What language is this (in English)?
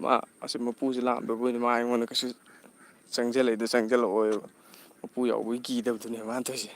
Manipuri